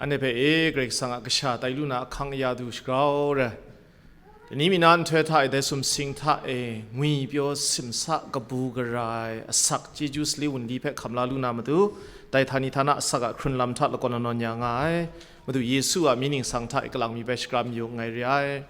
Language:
Kachin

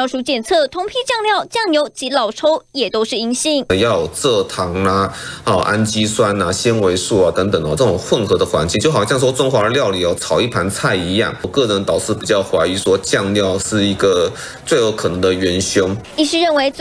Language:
Chinese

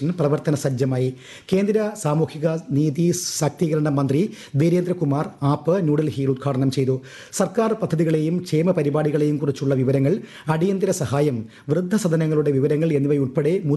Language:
Malayalam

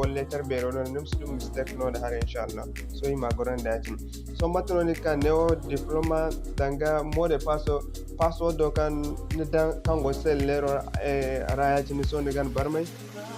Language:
Zarma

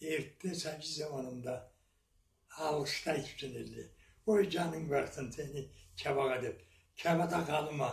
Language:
Karachay-Balkar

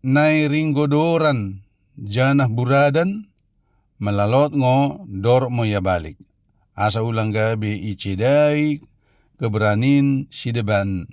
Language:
Batak Dairi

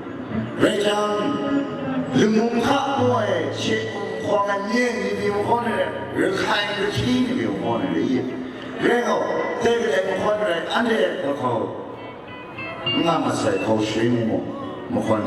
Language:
Kachin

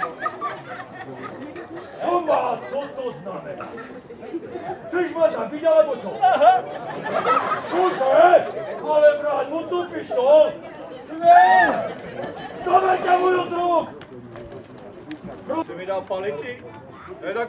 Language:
Slovak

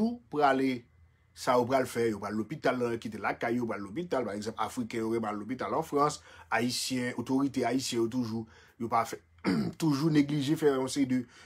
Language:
Haitian Creole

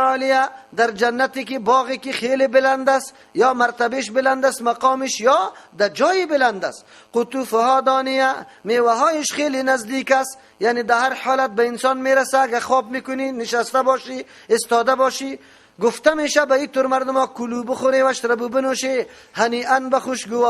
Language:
Persian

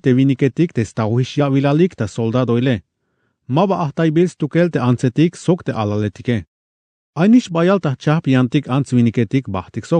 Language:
Tzeltal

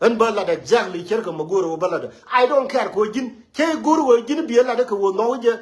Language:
Nuer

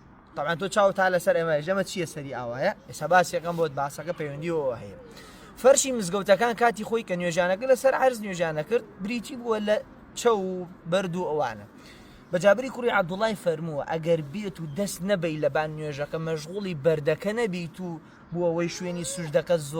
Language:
Central Kurdish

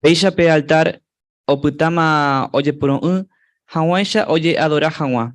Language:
Guarani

